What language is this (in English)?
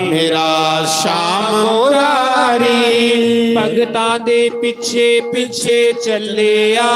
Dogri